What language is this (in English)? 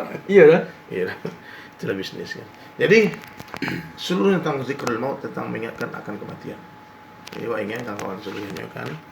Minangkabau